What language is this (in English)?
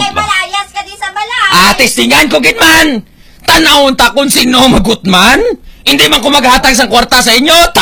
Hiligaynon